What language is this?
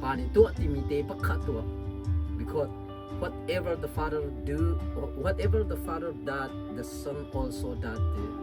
Hakha Chin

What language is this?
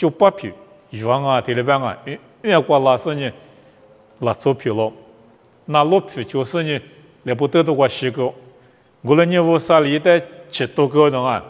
Lisu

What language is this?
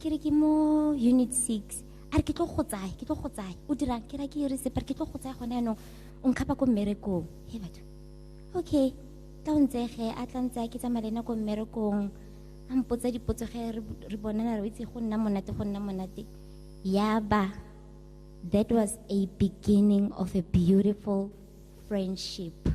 Tswana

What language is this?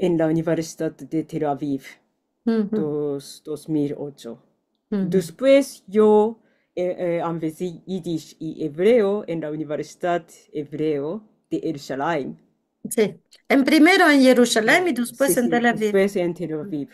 Ladino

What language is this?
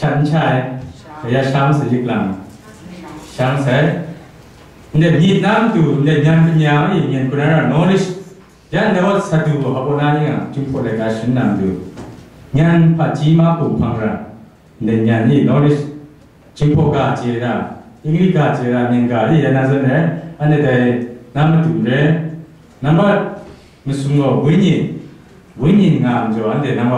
Kachin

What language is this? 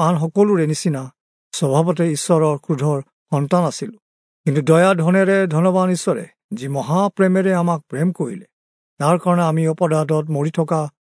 Assamese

